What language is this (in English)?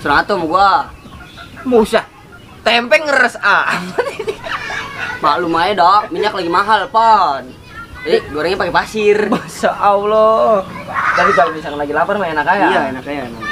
Betawi